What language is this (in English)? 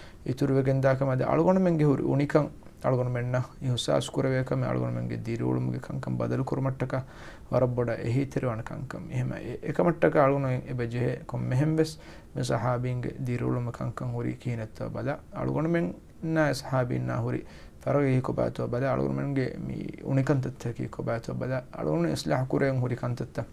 Divehi